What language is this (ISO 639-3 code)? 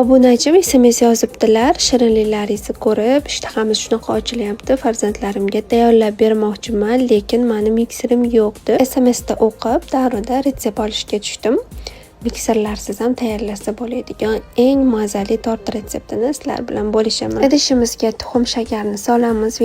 uzb